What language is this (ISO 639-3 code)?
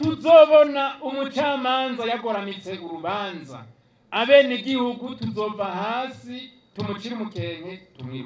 run